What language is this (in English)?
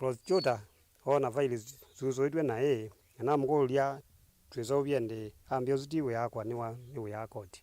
Kamba